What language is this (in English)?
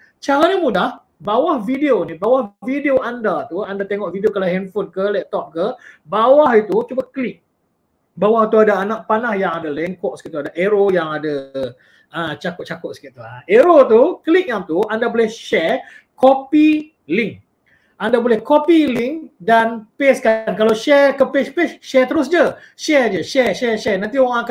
Malay